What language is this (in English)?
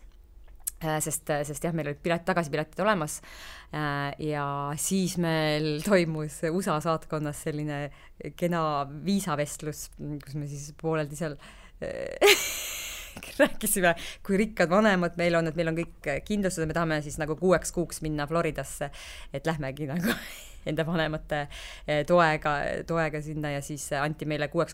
Estonian